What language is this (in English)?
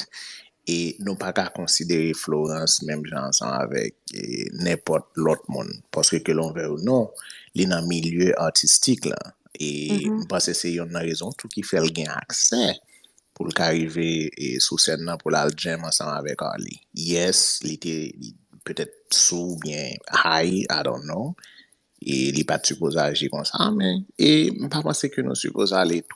Haitian Creole